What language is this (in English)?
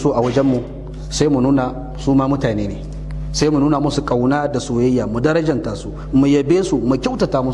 Hausa